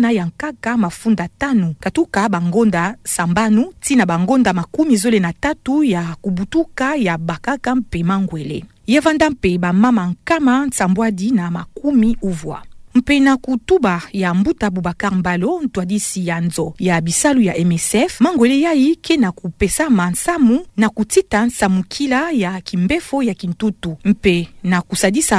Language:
Kituba (Democratic Republic of Congo)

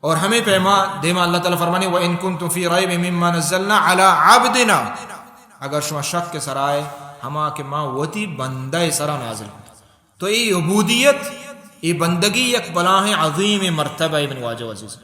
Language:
Baluchi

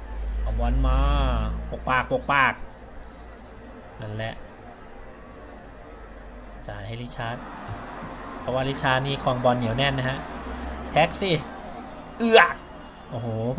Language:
Thai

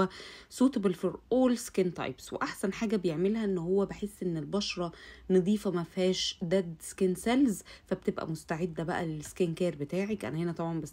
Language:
Egyptian Arabic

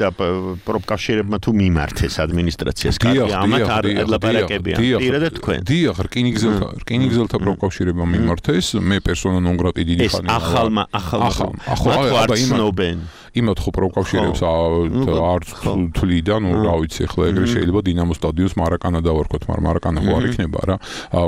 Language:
Georgian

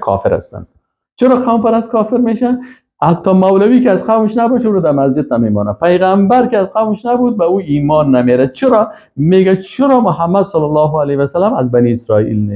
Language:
Persian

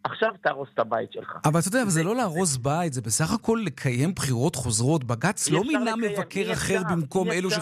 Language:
Hebrew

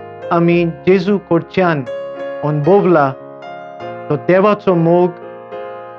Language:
Konkani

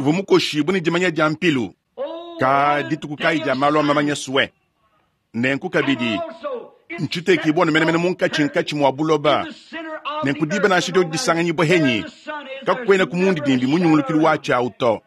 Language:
Luba-Lulua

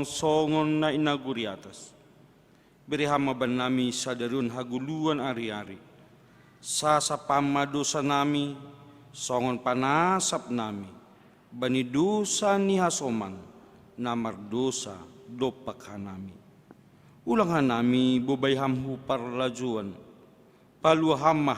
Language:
Batak Simalungun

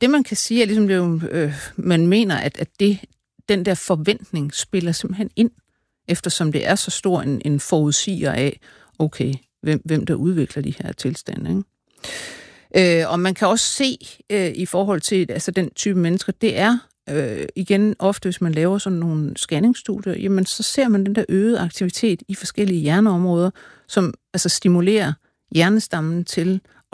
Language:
Danish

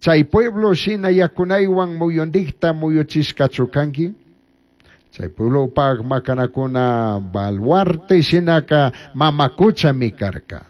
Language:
Chimborazo Highland Quichua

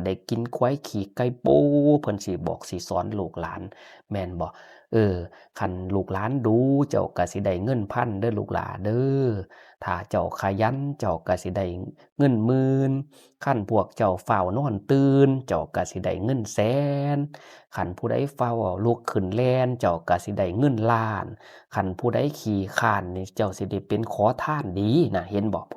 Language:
Northeastern Thai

